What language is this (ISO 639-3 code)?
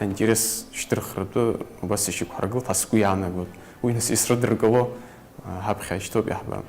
abk